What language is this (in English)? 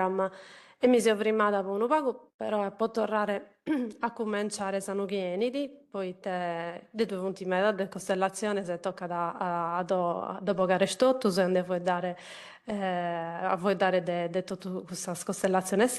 Sardinian